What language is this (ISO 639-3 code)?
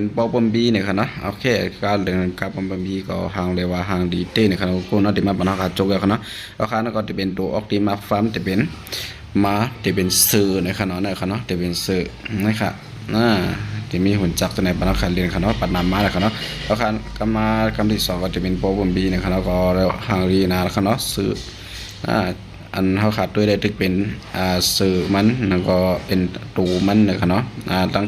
shn